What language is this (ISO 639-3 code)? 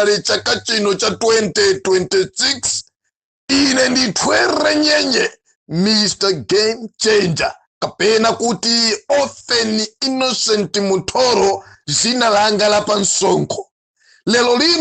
nya